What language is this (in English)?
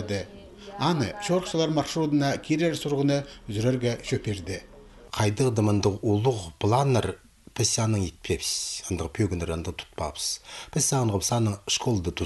Khakas